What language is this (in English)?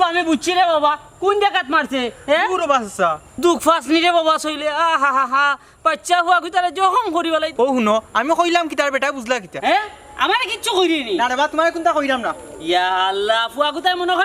Sylheti